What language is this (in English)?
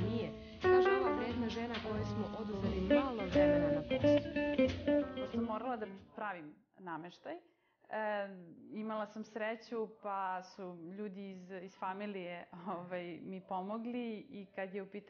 Serbian